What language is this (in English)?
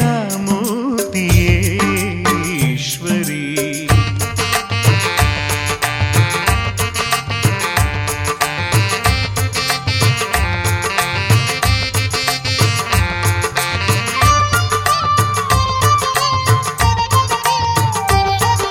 Kannada